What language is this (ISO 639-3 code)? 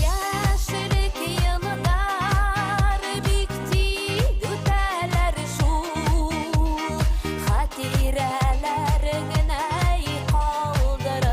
bak